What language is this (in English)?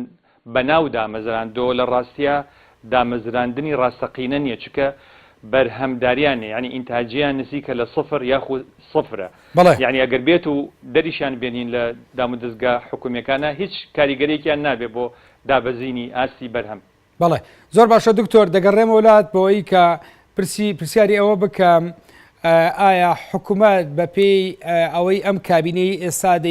Central Kurdish